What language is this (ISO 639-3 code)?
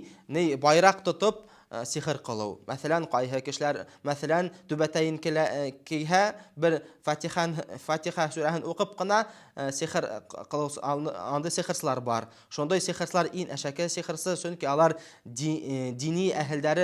bak